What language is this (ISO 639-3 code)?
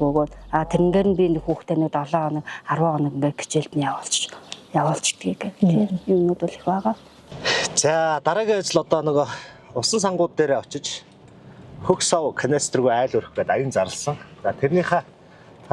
mon